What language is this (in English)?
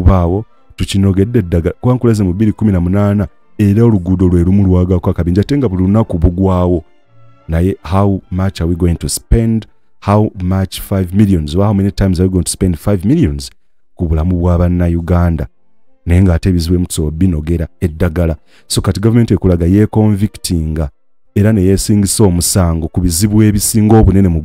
Ganda